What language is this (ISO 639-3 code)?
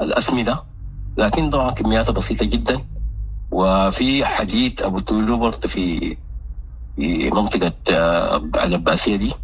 apd